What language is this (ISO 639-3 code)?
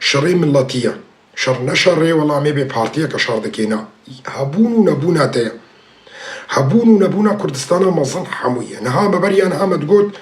kur